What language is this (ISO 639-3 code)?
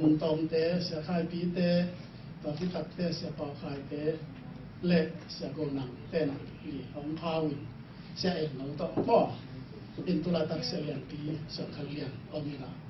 ctd